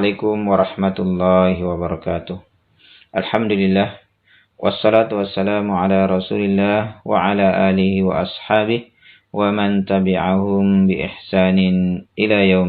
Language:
Makasar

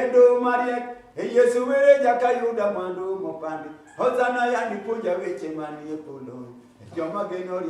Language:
Luo (Kenya and Tanzania)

